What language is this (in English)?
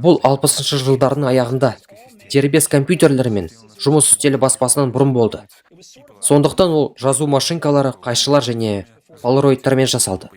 Kazakh